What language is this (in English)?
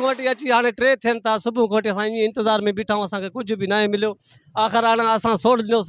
Sindhi